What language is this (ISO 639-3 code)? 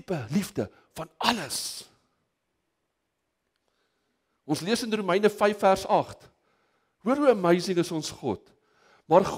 afr